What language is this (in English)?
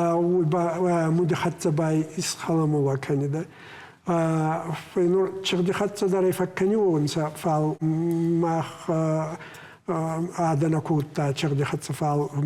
Ossetic